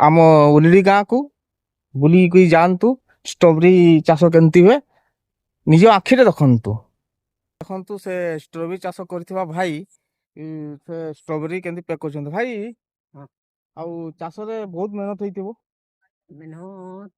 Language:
Odia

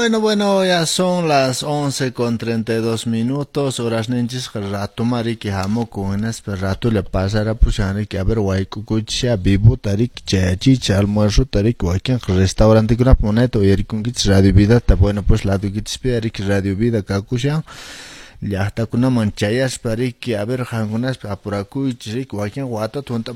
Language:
Quechua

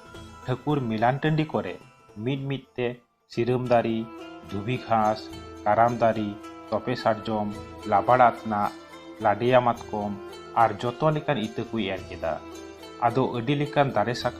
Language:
Santali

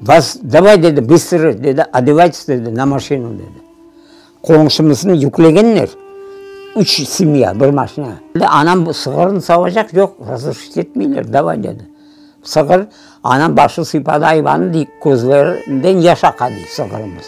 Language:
Crimean Tatar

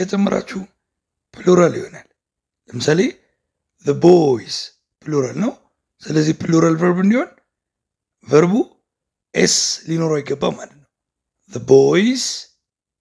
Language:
Amharic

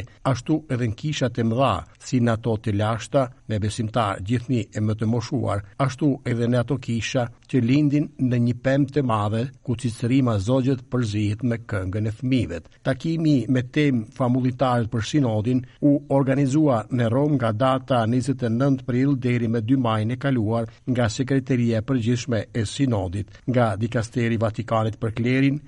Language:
Albanian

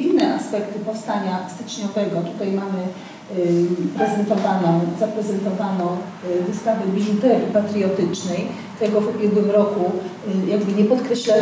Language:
Polish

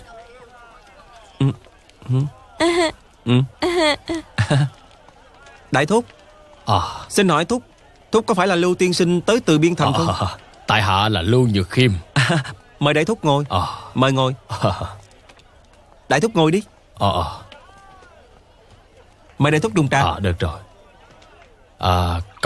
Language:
Vietnamese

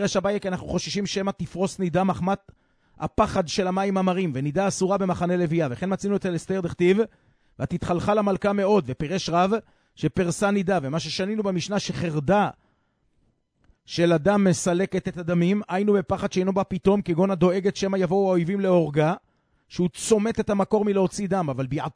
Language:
Hebrew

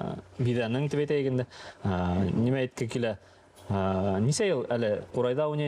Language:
Bashkir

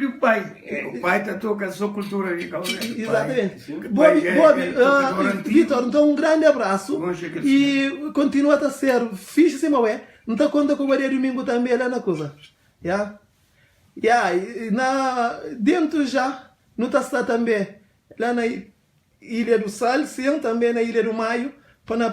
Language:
Kabuverdianu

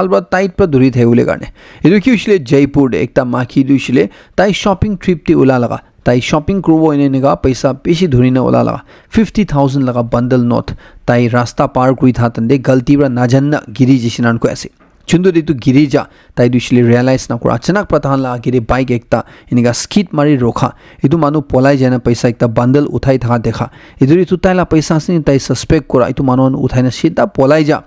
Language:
Naga Pidgin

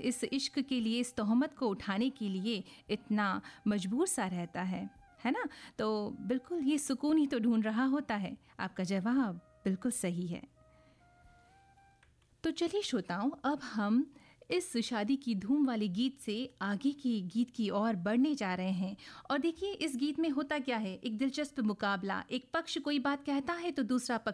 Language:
Hindi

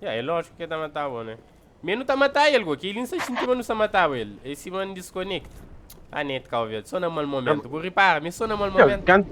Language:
Kabuverdianu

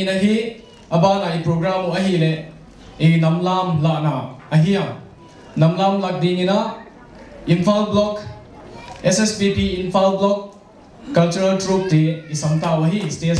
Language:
Paite Chin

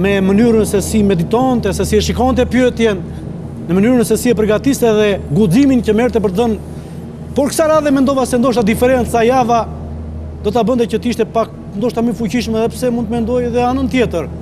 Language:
Albanian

